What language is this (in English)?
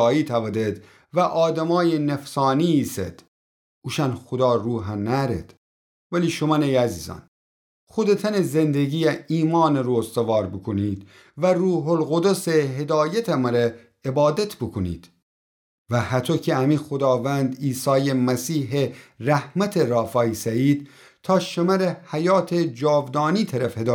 Gilaki